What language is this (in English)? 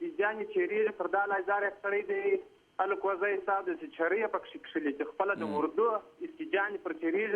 Pashto